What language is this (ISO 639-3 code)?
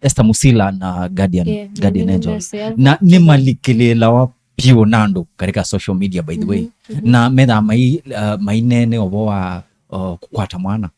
kam